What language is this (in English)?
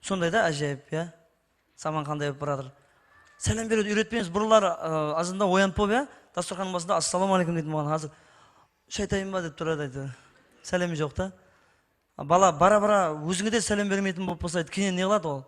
Kara-Kalpak